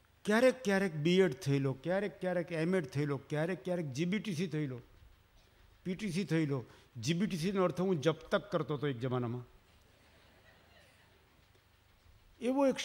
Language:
Gujarati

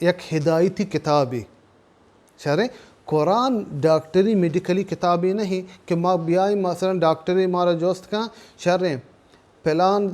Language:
Baluchi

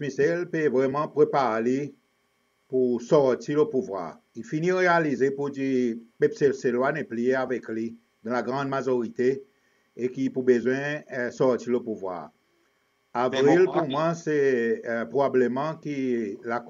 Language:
Seselwa Creole French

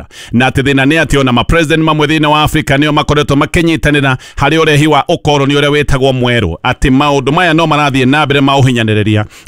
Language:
Kikuyu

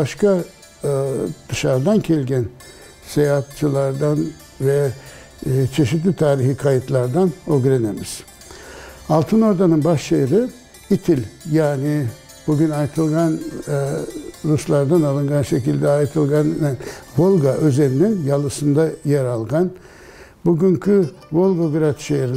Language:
Crimean Tatar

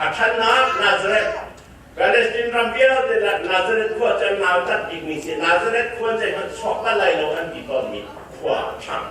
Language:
Hakha Chin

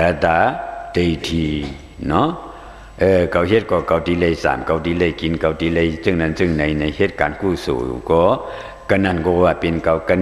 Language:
Shan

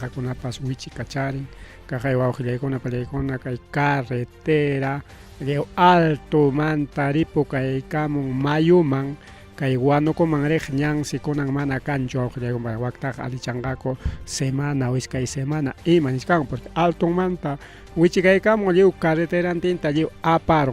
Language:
Ayacucho Quechua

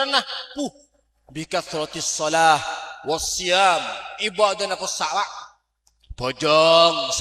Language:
Madurese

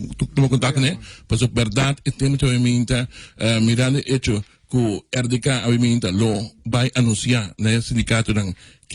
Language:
Papiamento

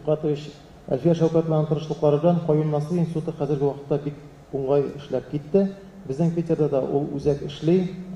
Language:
Tatar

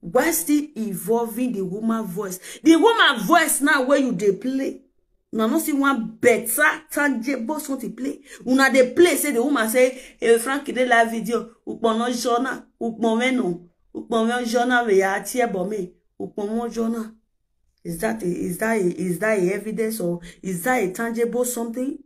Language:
Nigerian Pidgin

